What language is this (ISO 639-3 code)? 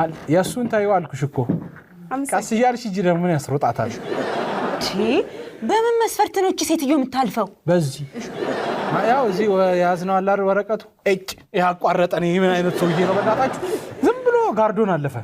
amh